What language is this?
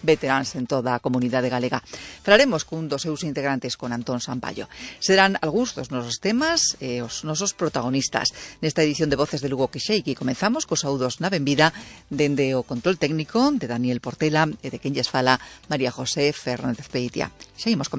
Galician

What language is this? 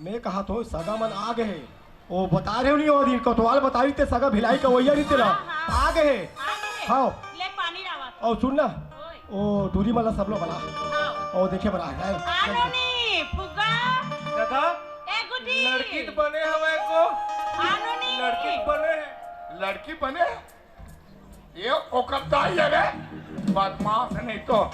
Chhattisgarhi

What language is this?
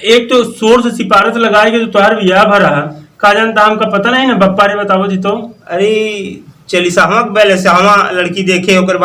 Awadhi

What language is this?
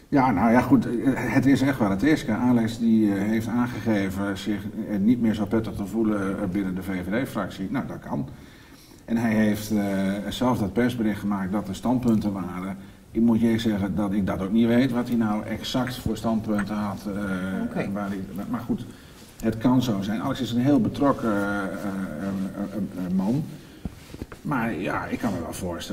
Dutch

